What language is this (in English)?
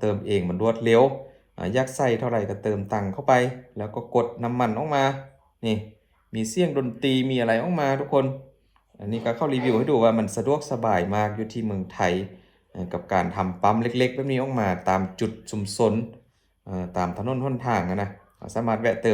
Lao